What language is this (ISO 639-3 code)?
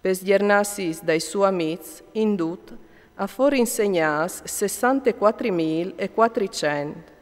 fur